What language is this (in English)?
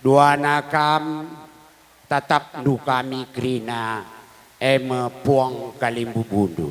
Batak Karo